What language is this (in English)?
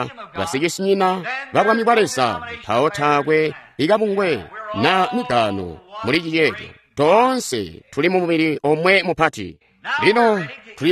Tonga (Zambia)